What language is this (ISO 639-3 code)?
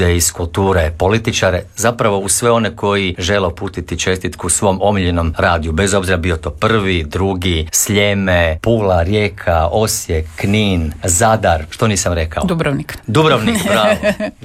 hrv